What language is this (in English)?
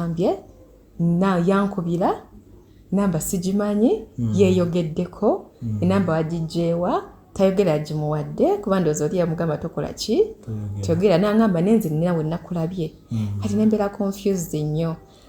Ganda